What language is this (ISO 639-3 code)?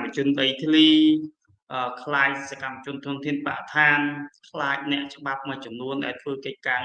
khm